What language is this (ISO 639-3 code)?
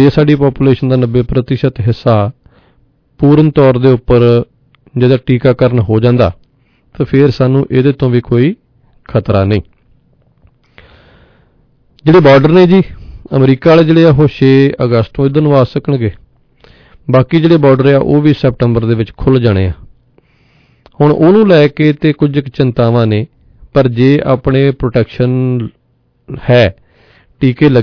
pan